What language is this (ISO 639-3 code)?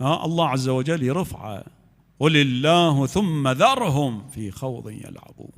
acm